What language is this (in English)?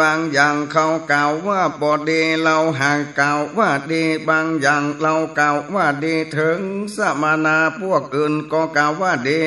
Northern Thai